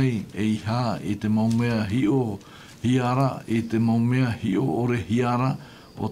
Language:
Tahitian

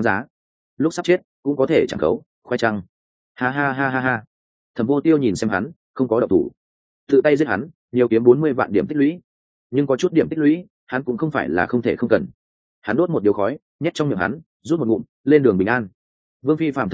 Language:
Vietnamese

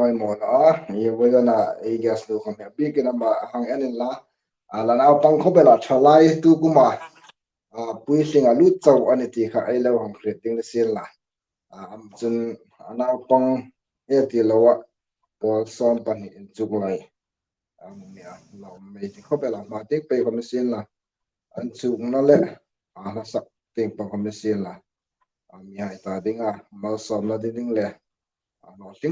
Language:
Hmar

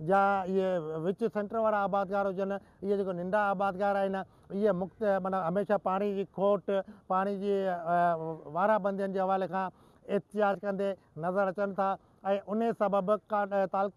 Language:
Sindhi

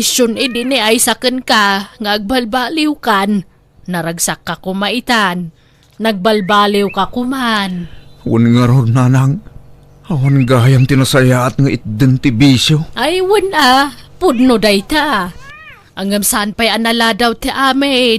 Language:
Iloko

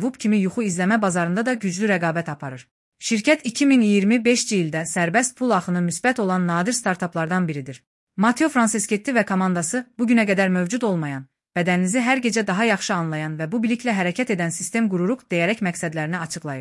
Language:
Azerbaijani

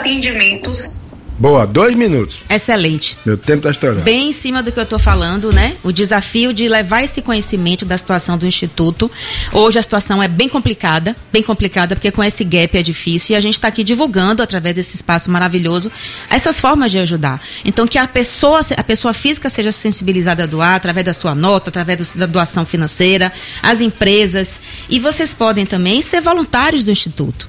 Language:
Portuguese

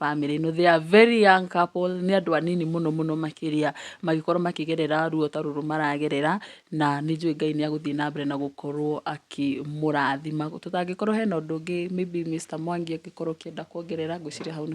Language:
Kikuyu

